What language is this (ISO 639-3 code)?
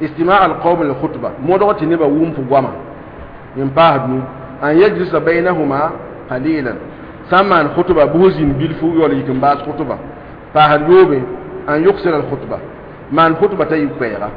mos